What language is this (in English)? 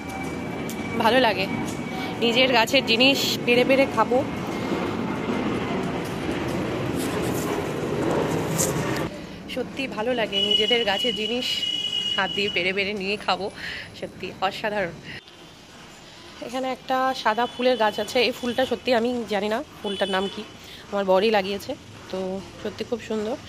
Bangla